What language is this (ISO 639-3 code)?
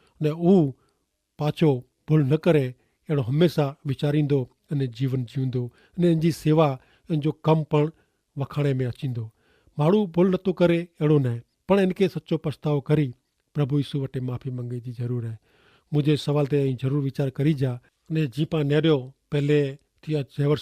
kfr